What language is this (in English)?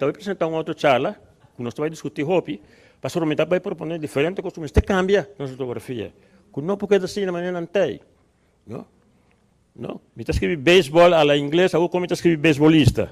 Papiamento